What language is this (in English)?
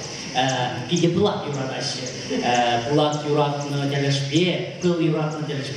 Chuvash